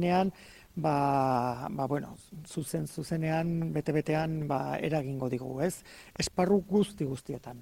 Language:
Basque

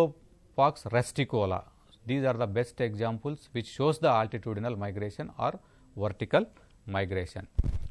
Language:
Telugu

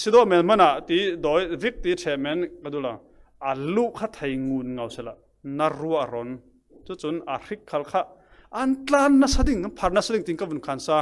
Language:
Falam Chin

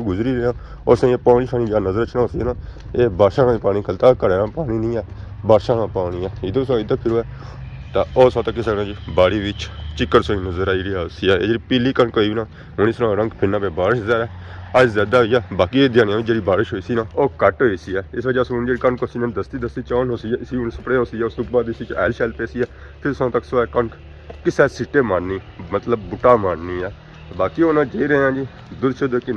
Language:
Pahari-Potwari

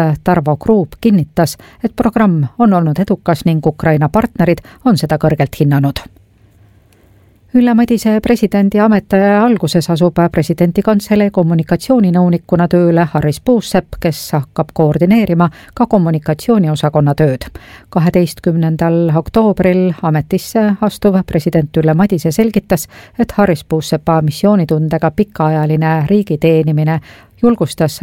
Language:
Estonian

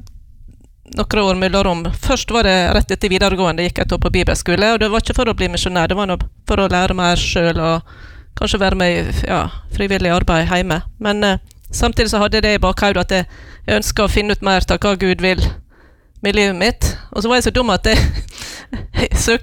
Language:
Norwegian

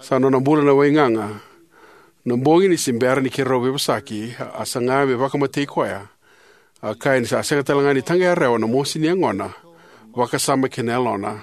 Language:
Fijian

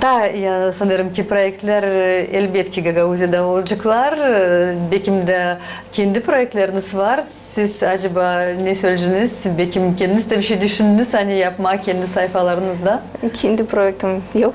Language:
Gagauz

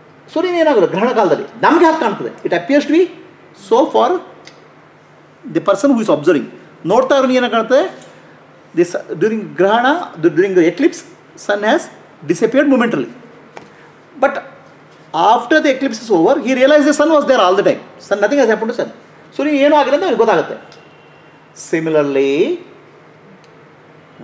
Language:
Kannada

